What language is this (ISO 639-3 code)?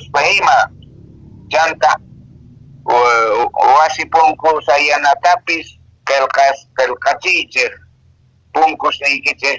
que